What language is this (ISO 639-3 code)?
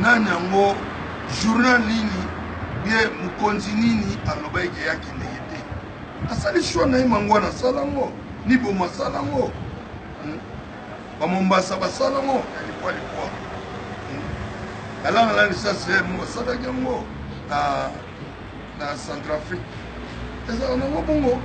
lin